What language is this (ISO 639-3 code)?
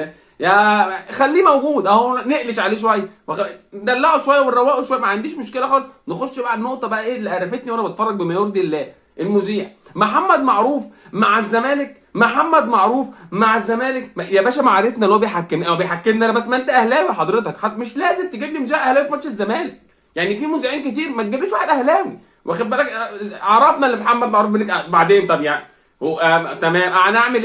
arz